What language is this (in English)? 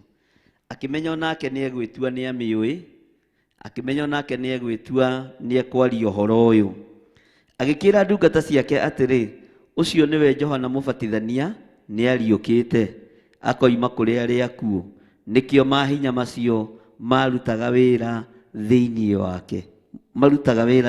Kikuyu